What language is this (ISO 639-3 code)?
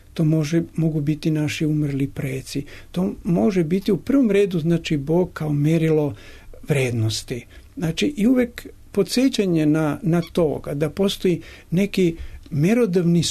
srp